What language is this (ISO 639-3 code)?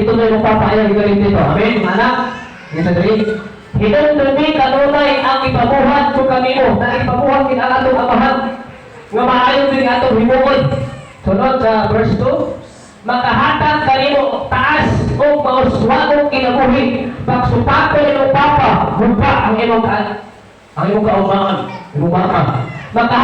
ceb